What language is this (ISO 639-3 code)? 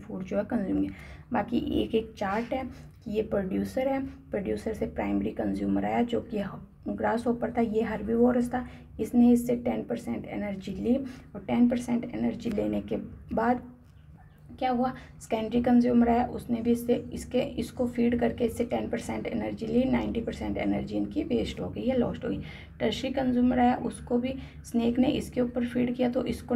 hin